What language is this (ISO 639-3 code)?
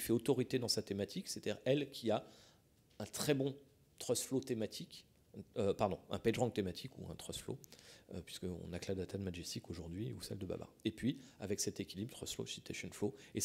fra